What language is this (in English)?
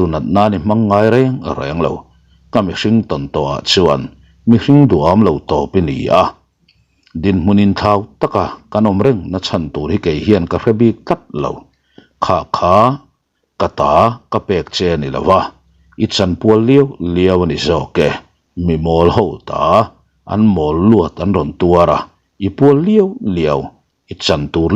Mizo